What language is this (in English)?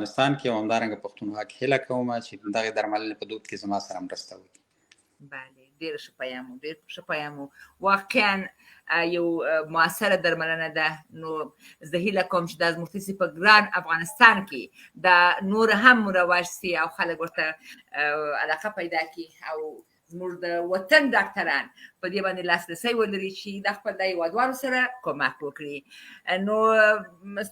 Pashto